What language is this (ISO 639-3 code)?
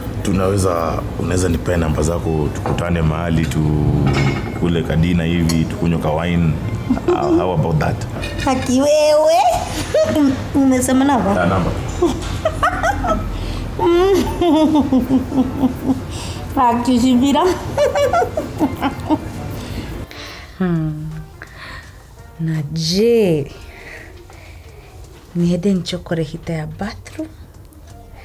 swa